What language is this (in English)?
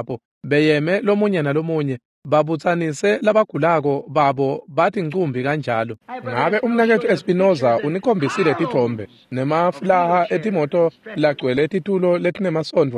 Swati